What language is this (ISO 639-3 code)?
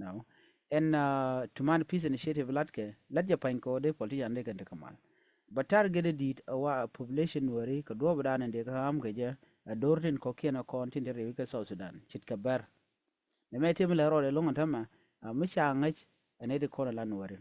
nus